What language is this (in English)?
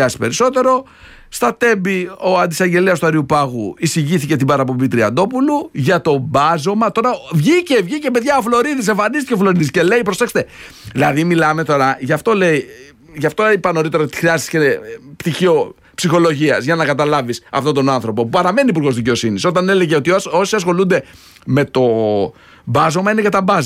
Greek